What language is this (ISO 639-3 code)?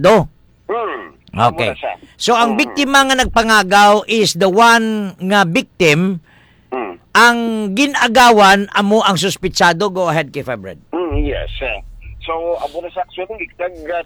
hil